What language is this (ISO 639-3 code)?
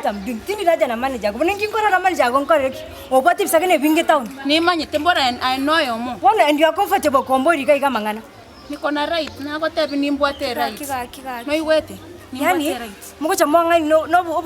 guz